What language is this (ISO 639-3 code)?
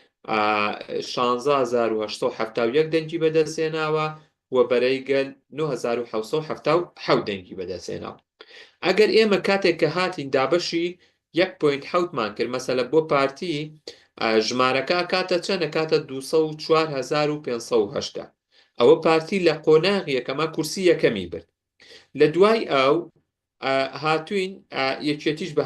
ckb